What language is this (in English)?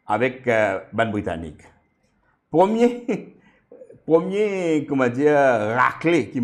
Morisyen